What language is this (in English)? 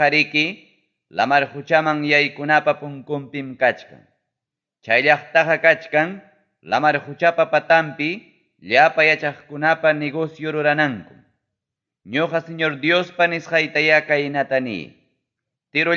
Ayacucho Quechua